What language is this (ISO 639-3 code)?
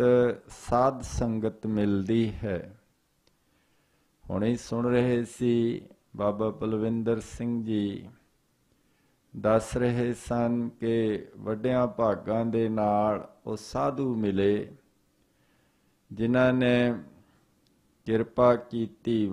pan